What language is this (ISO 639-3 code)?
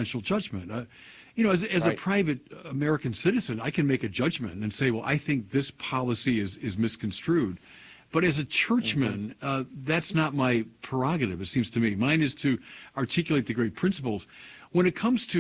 eng